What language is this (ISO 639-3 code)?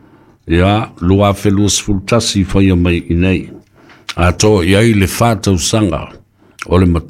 smo